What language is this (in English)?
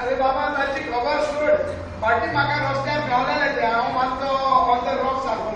Konkani